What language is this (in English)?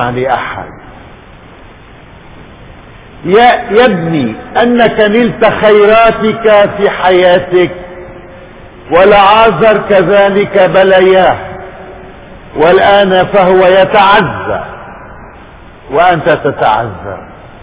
Arabic